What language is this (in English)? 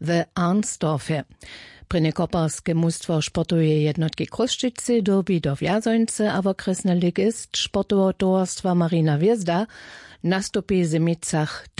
Upper Sorbian